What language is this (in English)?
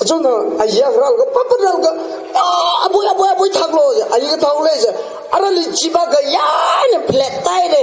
Tangkhul Naga (India)